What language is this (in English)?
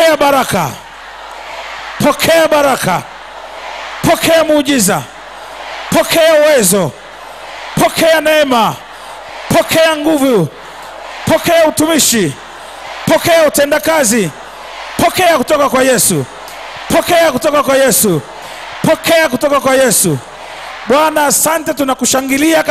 Swahili